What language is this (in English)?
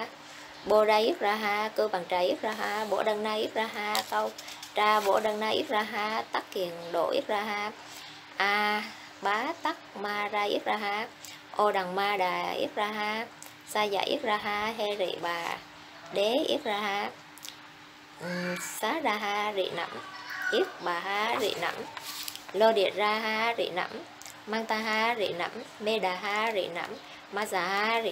Vietnamese